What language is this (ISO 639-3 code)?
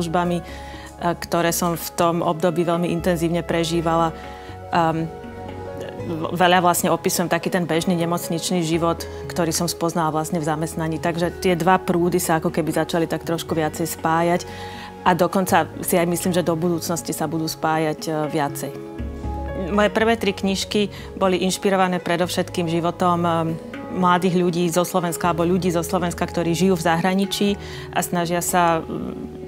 slk